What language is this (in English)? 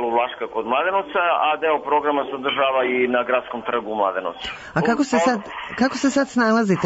Serbian